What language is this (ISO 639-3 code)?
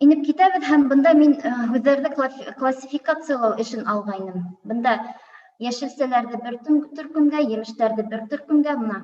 bak